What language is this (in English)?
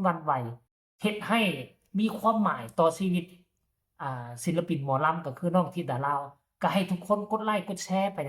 Northeastern Thai